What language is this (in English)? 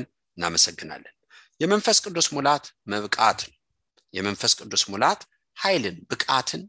Amharic